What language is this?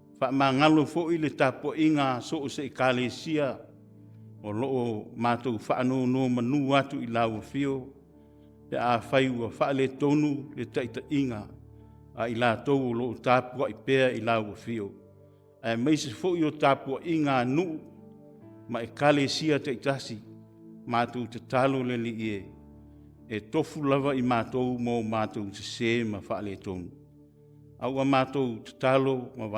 Samoan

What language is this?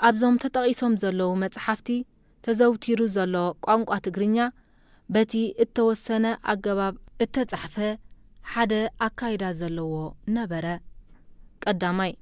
Tigrinya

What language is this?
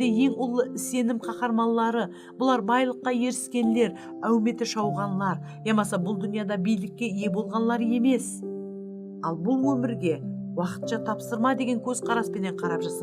Kara-Kalpak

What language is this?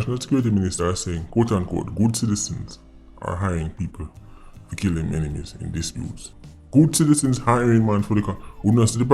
Jamaican Creole English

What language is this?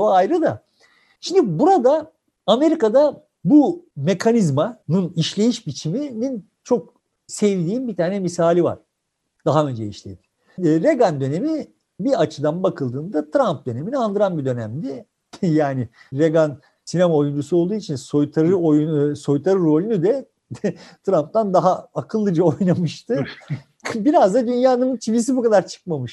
Turkish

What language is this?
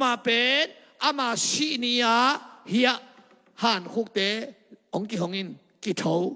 Tedim Chin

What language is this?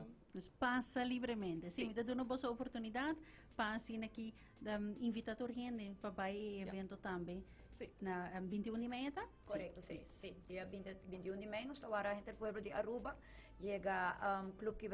Papiamento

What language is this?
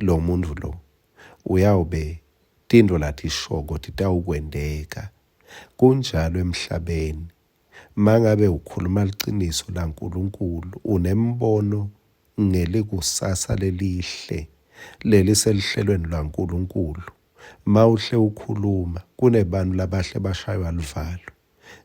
Swati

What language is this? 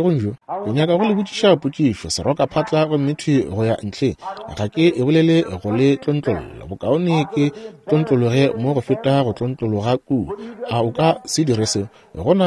Northern Sotho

